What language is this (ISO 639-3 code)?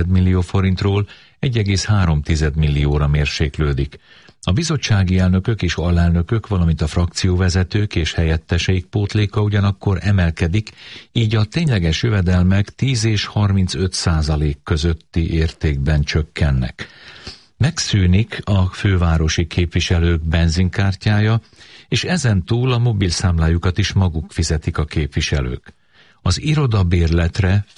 hun